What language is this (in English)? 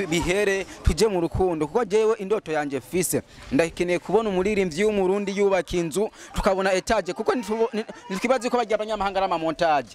Rundi